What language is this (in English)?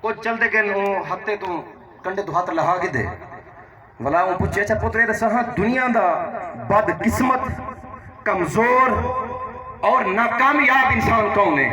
Saraiki